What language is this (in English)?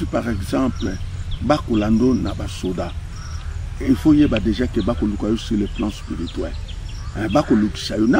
Lingala